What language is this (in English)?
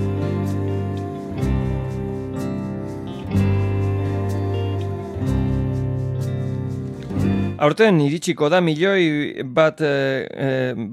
Basque